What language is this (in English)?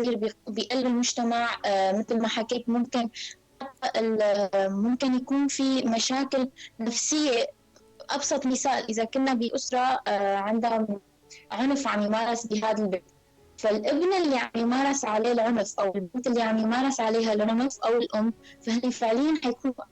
North Levantine Arabic